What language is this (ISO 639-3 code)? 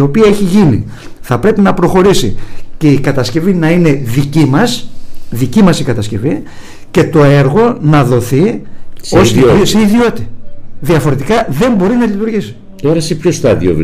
ell